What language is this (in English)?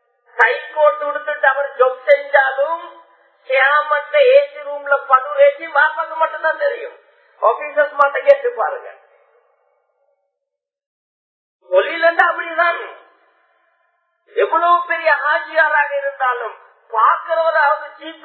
Tamil